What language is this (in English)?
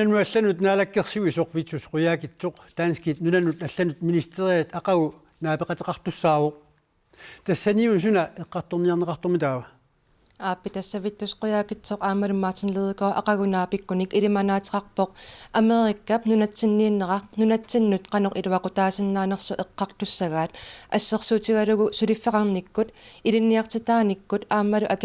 Kalaallisut